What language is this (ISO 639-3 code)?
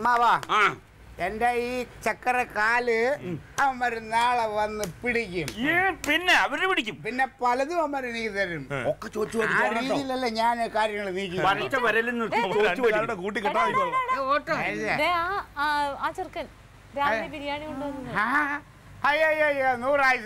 mal